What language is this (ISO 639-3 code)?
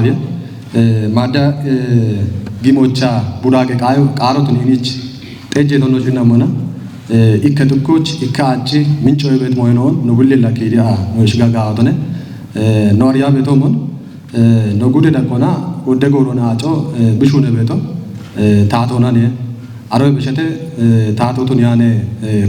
kbr